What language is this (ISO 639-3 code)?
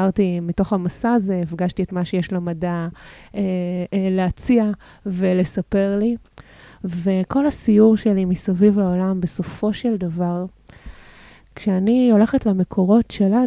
heb